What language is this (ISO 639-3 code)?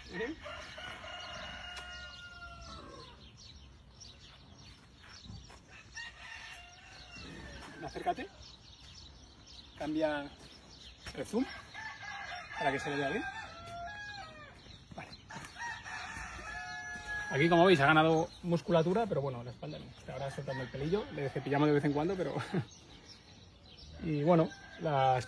spa